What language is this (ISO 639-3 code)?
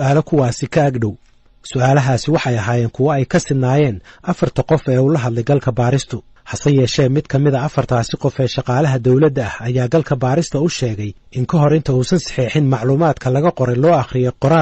som